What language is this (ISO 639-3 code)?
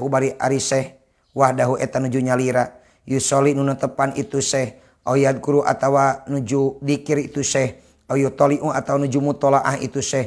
sun